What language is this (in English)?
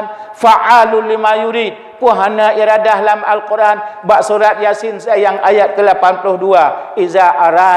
Achinese